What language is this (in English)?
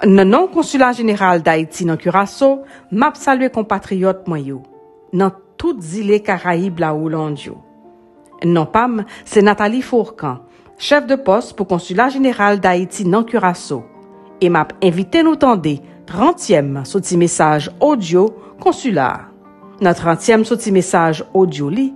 Haitian Creole